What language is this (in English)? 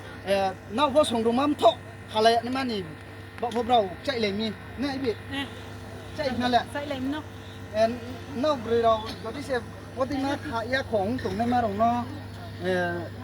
Riang (India)